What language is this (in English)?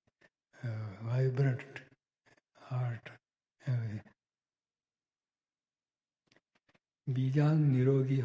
Gujarati